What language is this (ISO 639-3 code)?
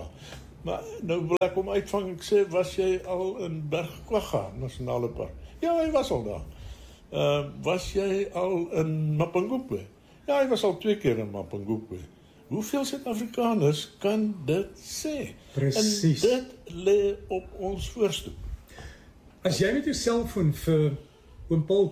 afr